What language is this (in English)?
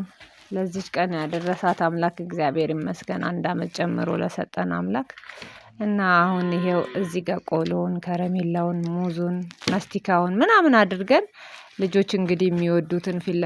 Amharic